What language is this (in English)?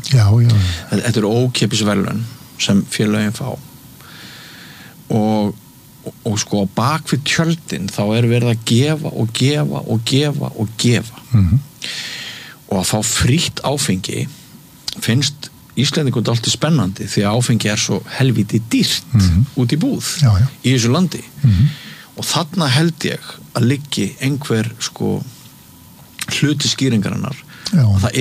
Icelandic